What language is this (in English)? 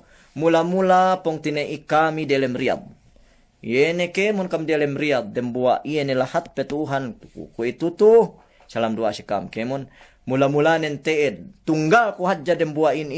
Yakan